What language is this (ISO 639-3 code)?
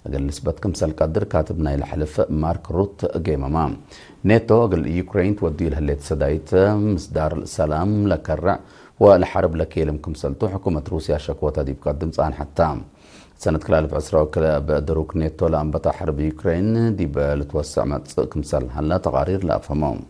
tig